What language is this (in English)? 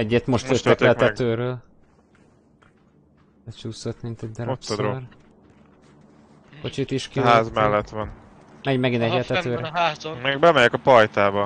Hungarian